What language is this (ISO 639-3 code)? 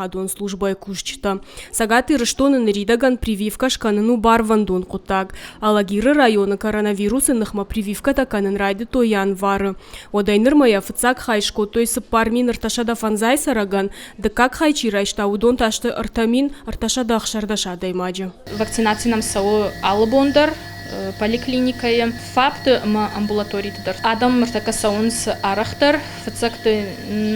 oss